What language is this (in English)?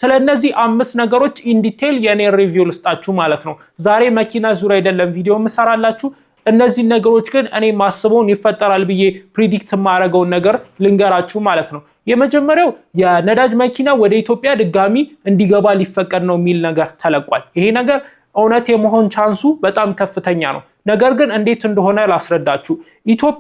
Amharic